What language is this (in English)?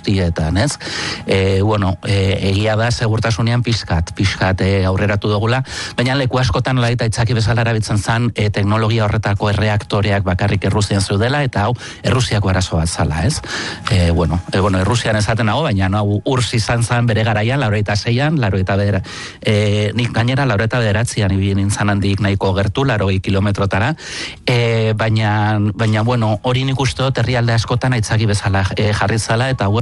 Basque